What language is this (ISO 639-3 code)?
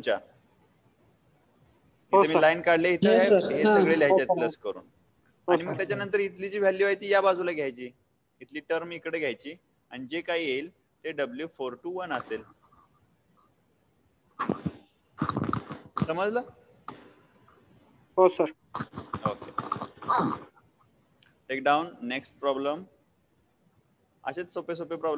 mar